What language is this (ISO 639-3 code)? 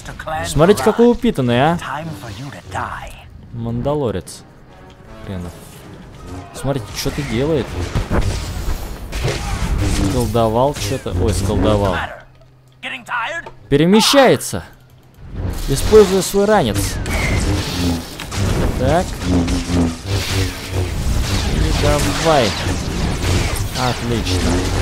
rus